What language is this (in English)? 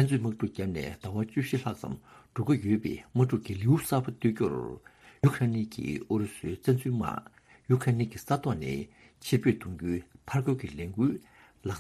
Tibetan